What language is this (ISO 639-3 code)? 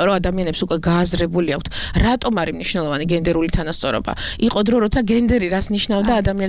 kat